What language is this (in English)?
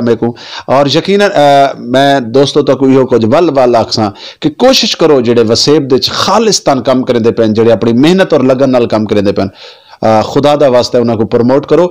Saraiki